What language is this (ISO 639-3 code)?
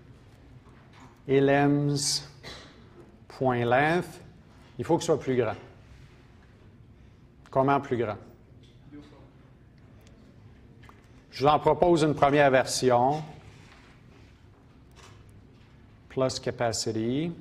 fra